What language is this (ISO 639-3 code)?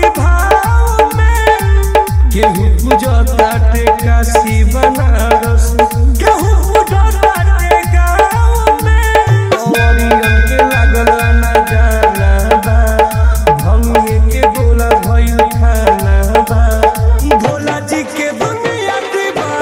bho